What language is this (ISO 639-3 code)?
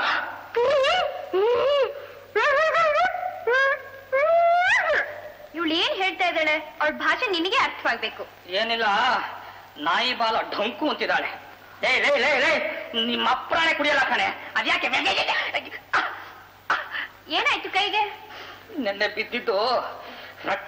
kan